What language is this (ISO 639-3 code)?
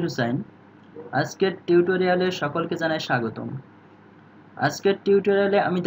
ben